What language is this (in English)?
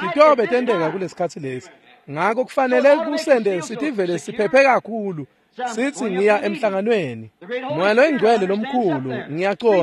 Swati